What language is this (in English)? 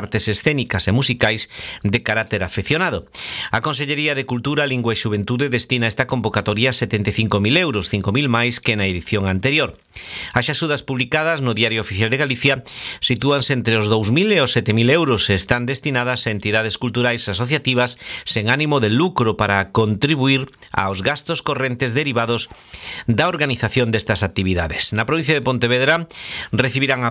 Galician